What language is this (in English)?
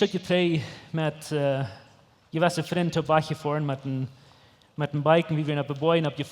Plautdietsch